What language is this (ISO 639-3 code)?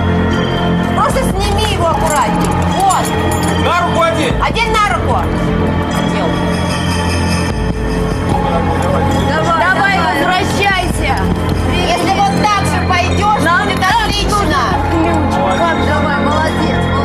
rus